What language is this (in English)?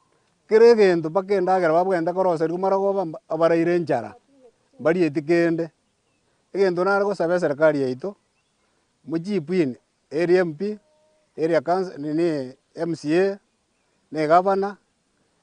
Gusii